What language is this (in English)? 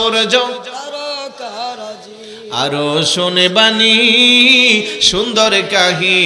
Bangla